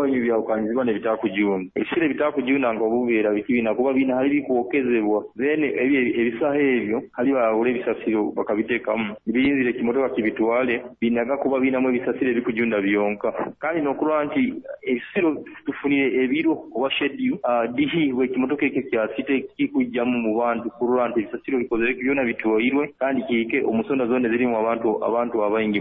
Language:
Nyoro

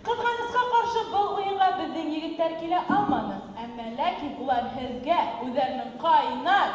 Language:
Bashkir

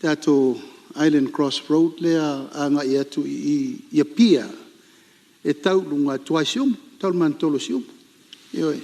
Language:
Samoan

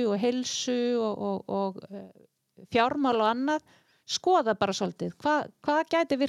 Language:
Icelandic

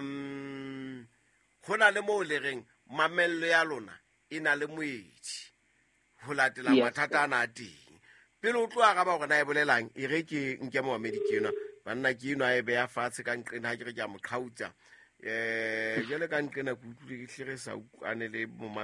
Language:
Southern Sotho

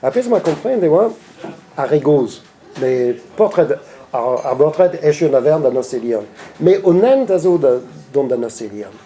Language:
Breton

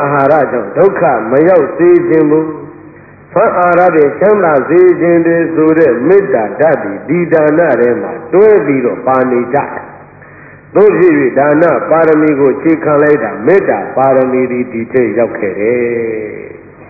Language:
Burmese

